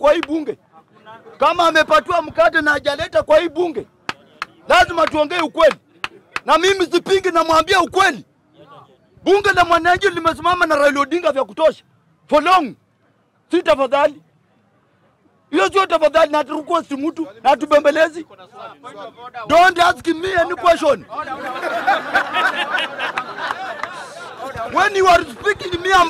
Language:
Swahili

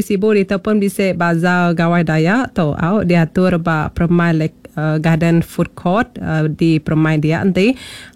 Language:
Malay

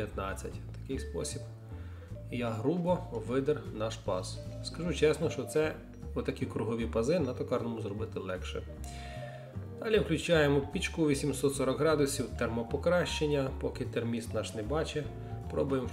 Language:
Ukrainian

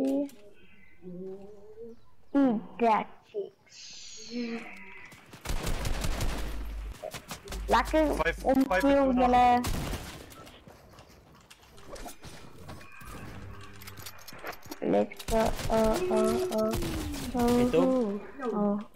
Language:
Afrikaans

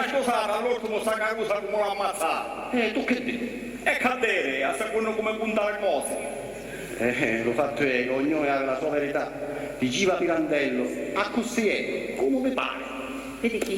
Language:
Sicilian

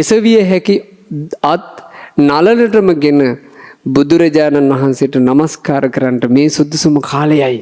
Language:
Sinhala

